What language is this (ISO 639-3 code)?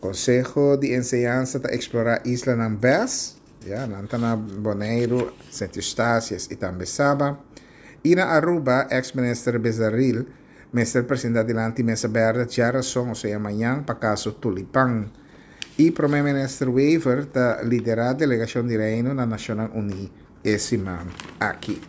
pap